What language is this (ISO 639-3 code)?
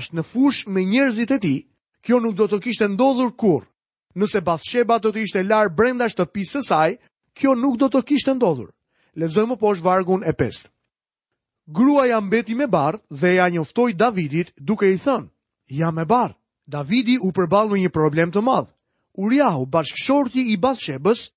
sqi